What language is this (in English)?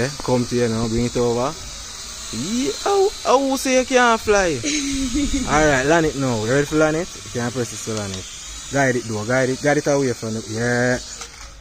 Jamaican Creole English